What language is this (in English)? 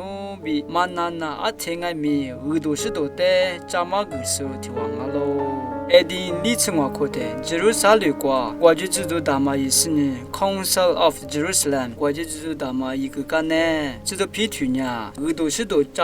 Lisu